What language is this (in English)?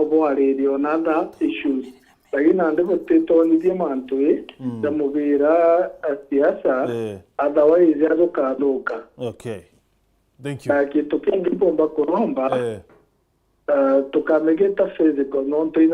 Meru